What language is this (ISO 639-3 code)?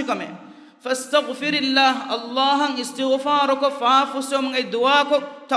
div